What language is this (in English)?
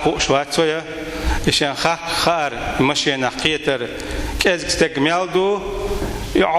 Chechen